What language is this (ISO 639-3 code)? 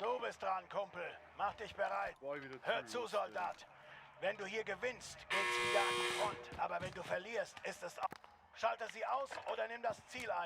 bar